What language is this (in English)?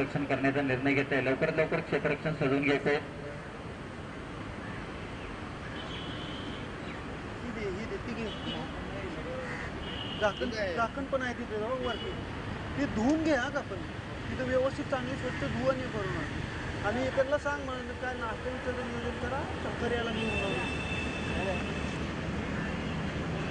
Marathi